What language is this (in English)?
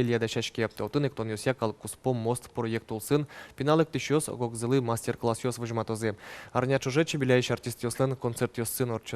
Udmurt